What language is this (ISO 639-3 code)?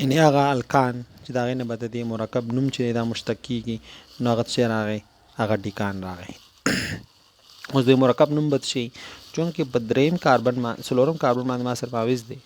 pus